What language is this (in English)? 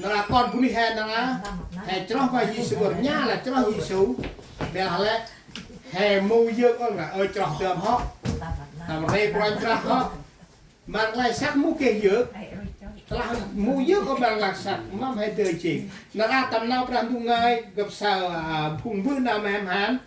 Central Mnong